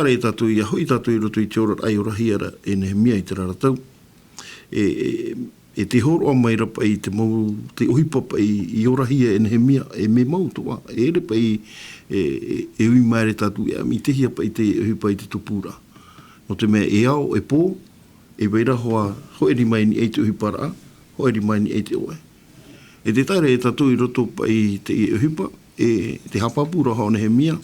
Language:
Tahitian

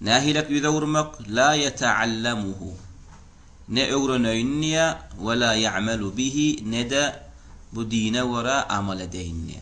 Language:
Turkmen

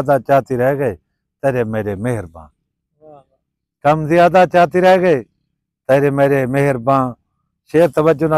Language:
Saraiki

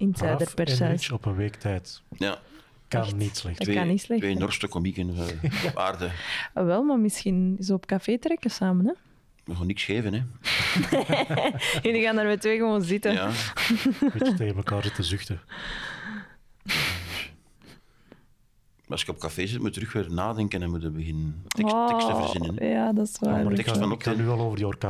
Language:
Dutch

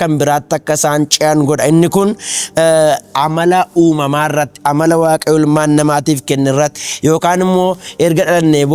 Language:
Oromo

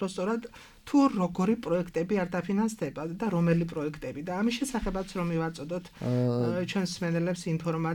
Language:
Georgian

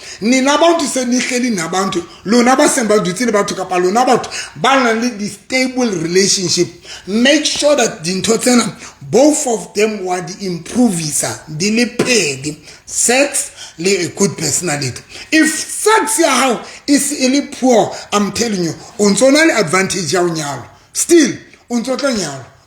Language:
Southern Sotho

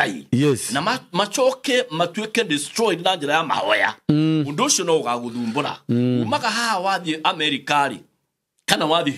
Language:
Kikuyu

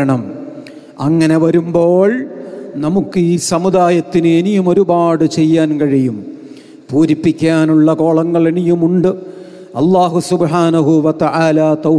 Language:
Malayalam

